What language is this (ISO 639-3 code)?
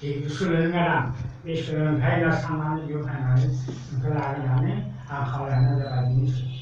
brx